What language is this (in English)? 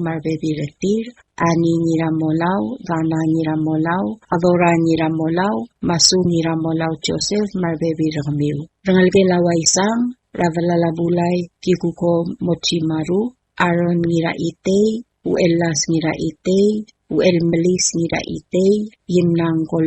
Palauan